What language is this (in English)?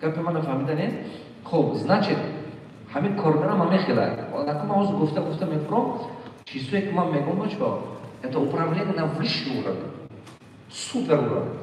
Tajik